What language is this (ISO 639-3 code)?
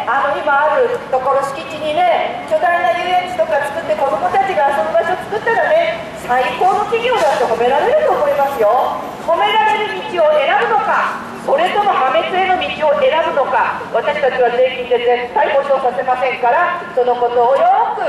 jpn